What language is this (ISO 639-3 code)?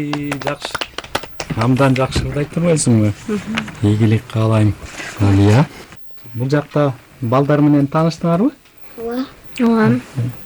kir